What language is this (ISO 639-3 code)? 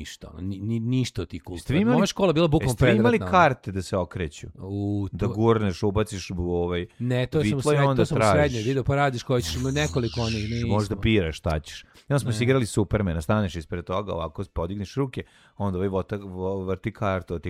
srp